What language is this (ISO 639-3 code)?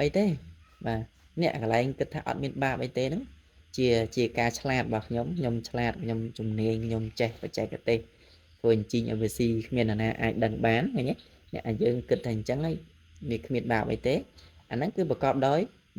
khm